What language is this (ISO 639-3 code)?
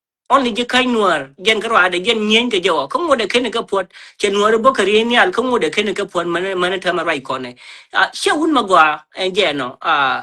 nus